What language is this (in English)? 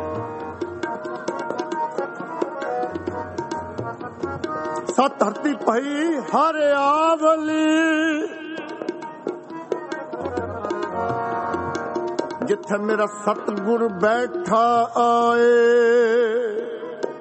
Punjabi